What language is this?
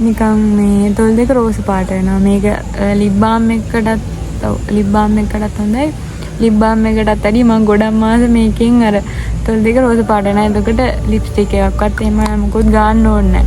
Sinhala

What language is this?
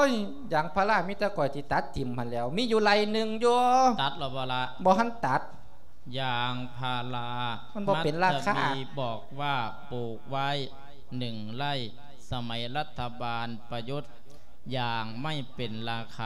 Lao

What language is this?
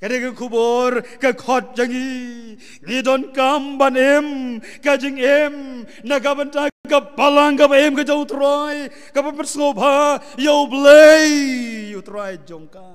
Khasi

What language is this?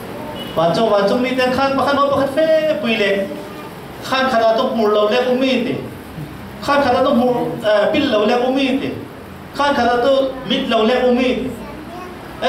Falam Chin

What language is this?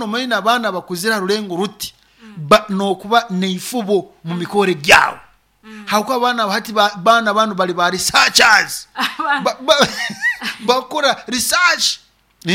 Nyoro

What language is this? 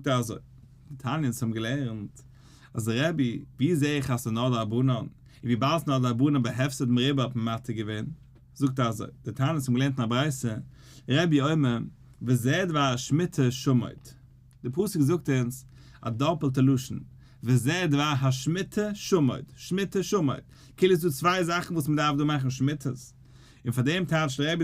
Yiddish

